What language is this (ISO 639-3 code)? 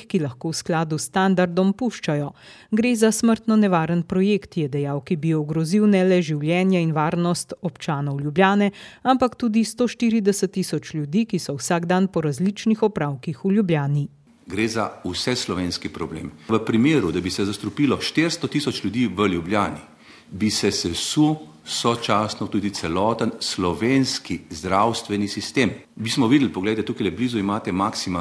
slv